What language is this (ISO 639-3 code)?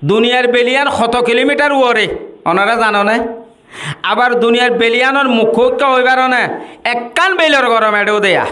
rhg